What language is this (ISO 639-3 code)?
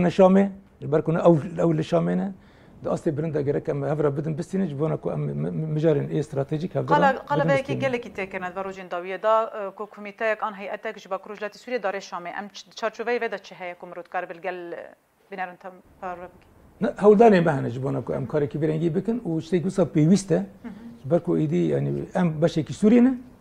kur